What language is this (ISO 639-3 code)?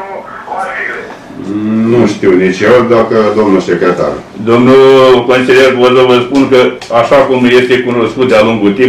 ron